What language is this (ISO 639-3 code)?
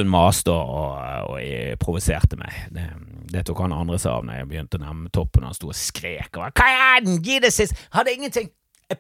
nor